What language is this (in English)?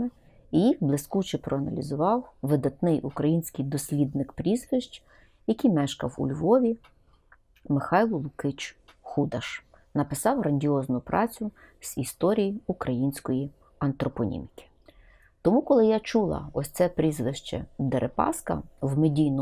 Ukrainian